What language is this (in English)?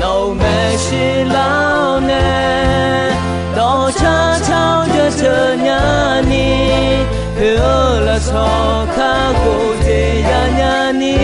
Akha